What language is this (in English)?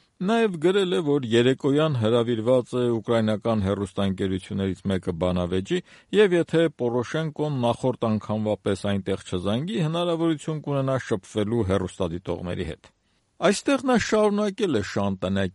Armenian